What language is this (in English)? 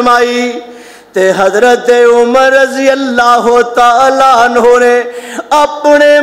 Western Panjabi